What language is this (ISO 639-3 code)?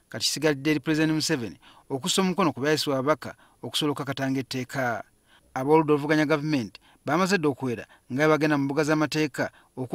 lug